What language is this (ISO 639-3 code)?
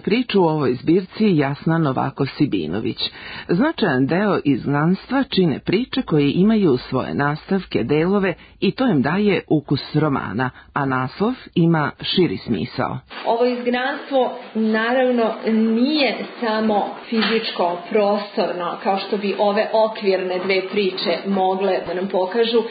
srp